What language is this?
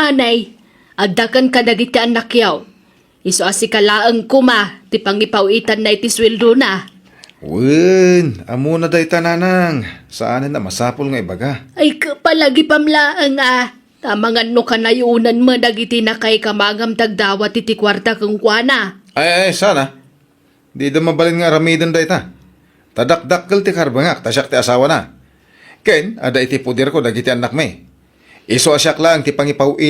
Iloko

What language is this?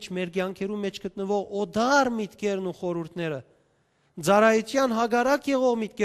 Western Armenian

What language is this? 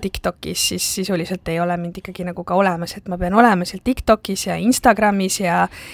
Estonian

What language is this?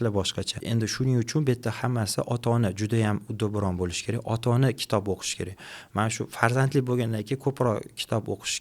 Uzbek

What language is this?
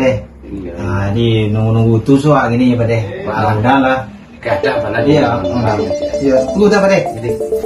Minangkabau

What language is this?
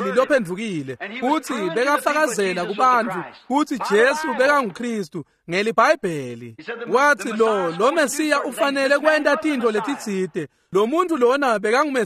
Swati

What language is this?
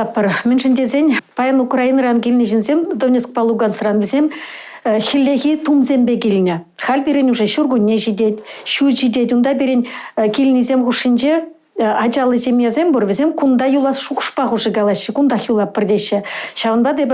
Chuvash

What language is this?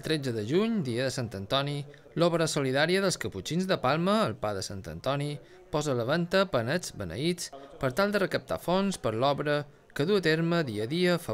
Catalan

